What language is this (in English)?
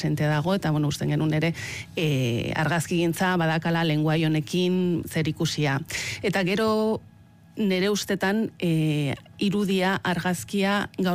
Basque